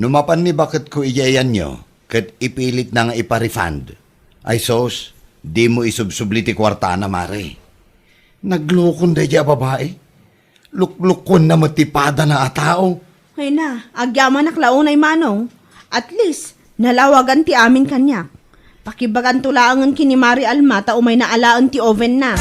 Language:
Iloko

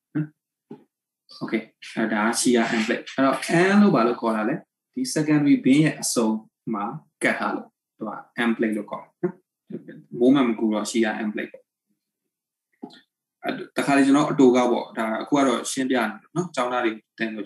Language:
Burmese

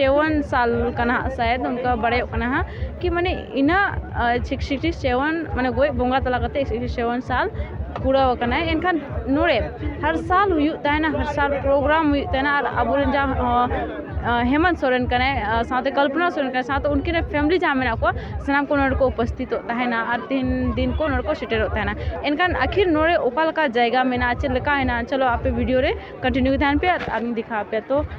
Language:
Santali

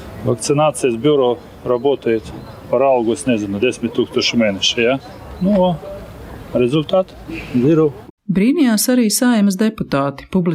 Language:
Latvian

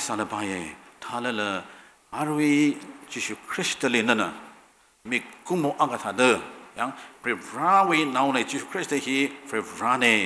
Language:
Tangkhul Naga (India)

